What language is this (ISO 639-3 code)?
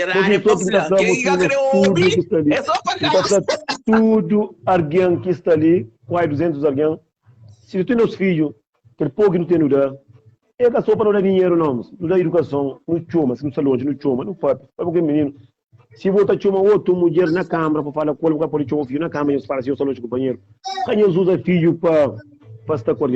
kea